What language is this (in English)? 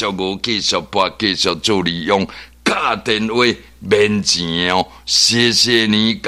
Min Nan Chinese